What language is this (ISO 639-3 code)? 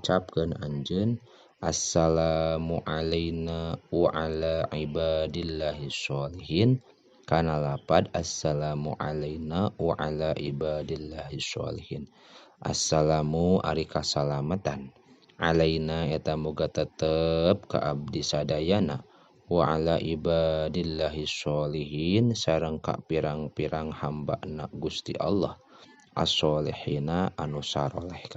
sun